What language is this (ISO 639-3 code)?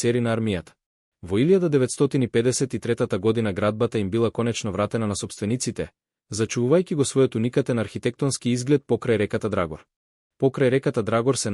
mkd